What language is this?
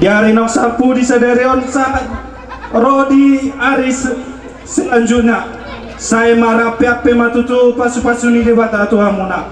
Batak Toba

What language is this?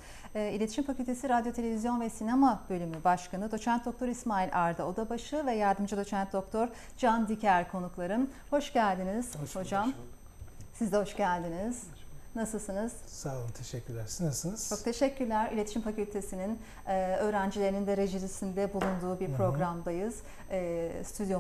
Turkish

